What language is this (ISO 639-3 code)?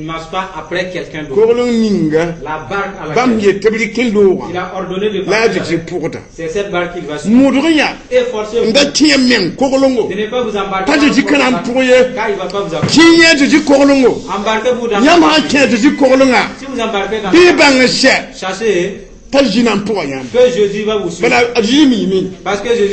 mos